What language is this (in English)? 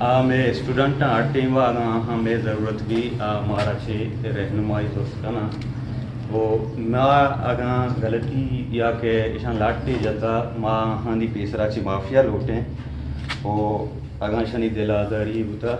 Eastern Balochi